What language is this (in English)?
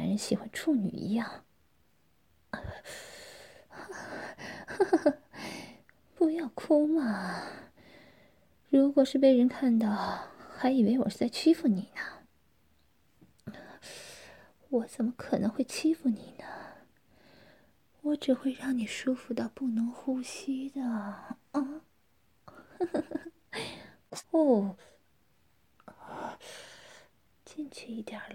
Chinese